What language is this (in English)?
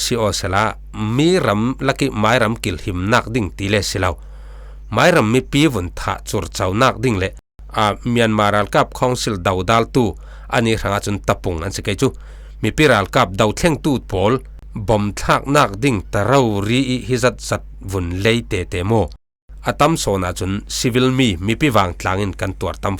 Falam Chin